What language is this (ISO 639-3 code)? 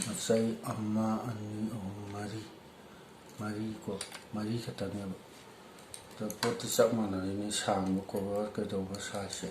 mni